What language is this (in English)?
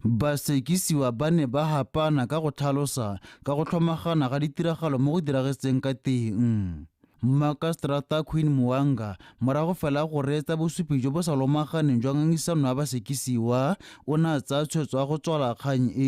Tswana